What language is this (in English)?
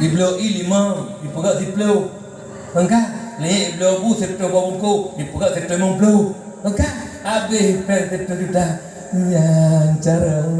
Achinese